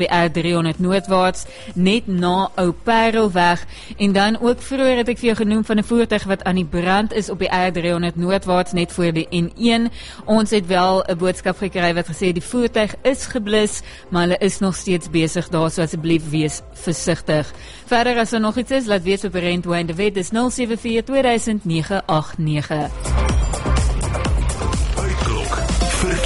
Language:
Afrikaans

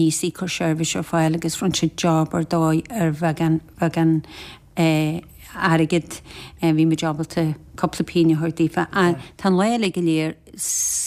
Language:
Irish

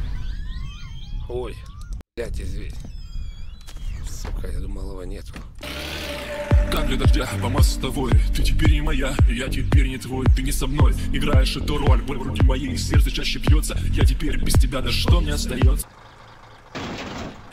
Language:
Russian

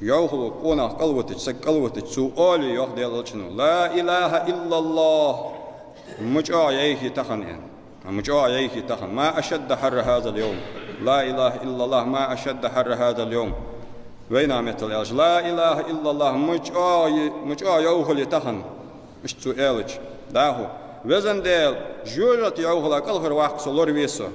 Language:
Ingush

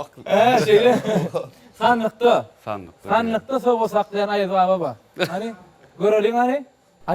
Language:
Turkmen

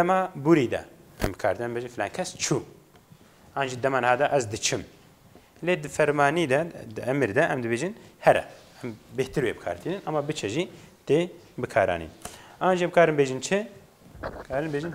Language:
Kurdish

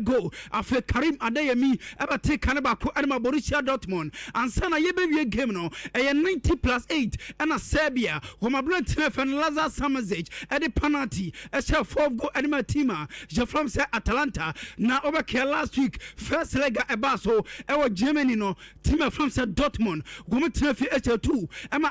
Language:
Akan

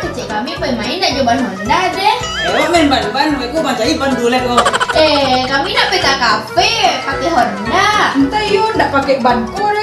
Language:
Minangkabau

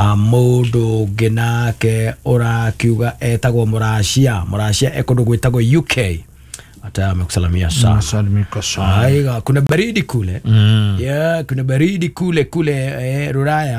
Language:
Kikuyu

